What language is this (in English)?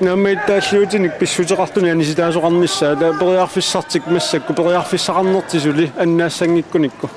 Kalaallisut